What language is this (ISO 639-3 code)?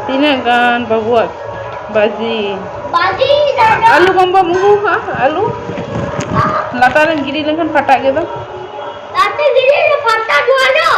sat